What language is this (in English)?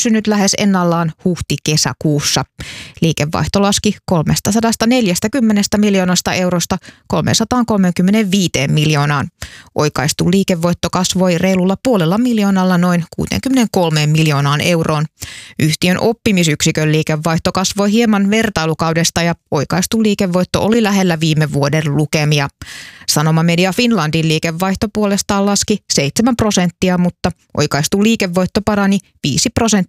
Finnish